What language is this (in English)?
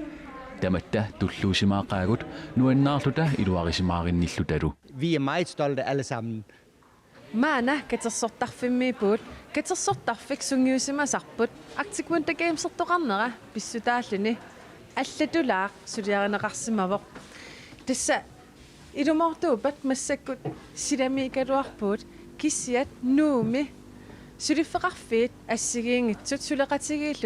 Kalaallisut